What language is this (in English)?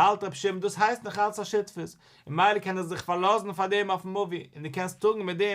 Yiddish